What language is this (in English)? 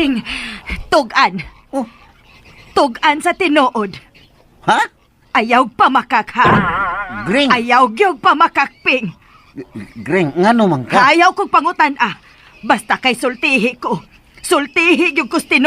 Cebuano